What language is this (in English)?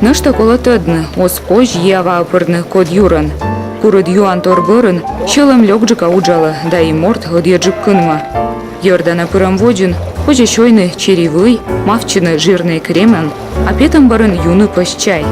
Komi